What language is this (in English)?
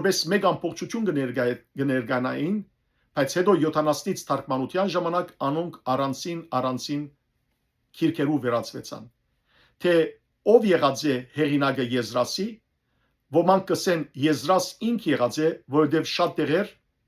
Western Armenian